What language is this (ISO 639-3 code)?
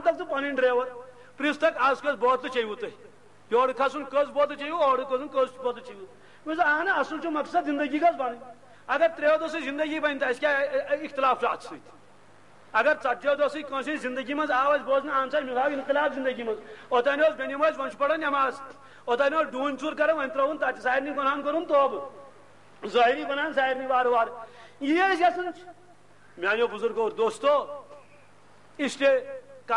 kas